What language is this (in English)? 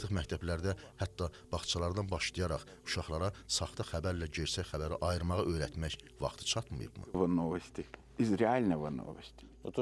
Azerbaijani